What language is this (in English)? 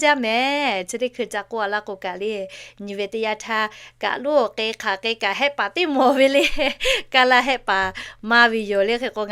Lahu